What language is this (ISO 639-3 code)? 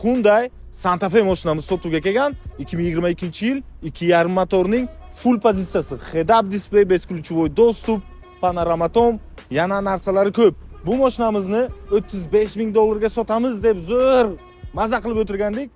uzb